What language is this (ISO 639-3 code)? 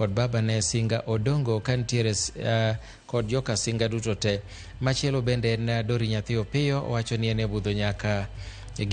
luo